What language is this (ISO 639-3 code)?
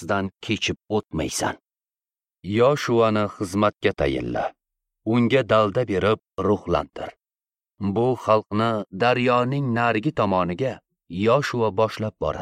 uzb